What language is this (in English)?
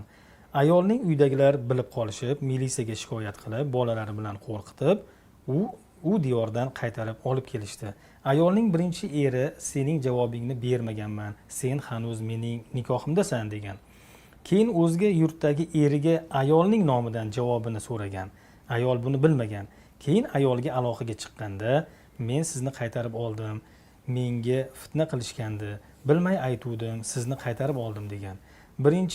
Uzbek